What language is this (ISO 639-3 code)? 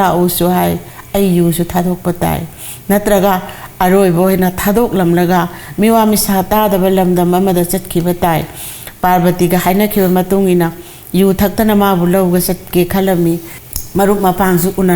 mni